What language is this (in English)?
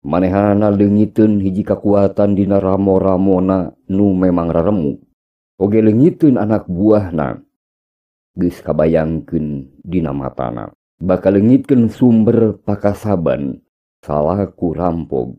Sundanese